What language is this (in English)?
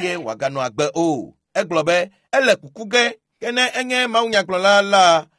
Ewe